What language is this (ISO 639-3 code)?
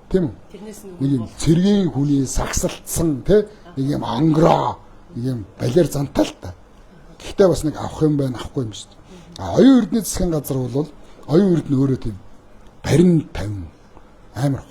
mon